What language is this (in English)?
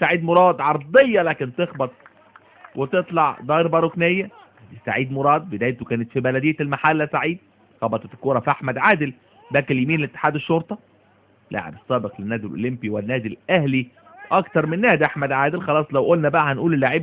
Egyptian Arabic